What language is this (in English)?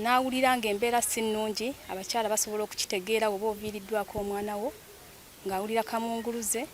Ganda